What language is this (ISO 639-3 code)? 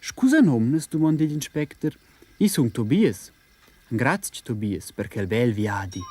roh